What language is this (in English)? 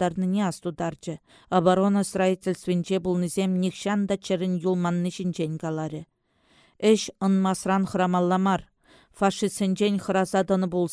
Chuvash